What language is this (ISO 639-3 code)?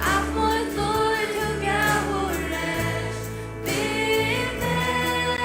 fao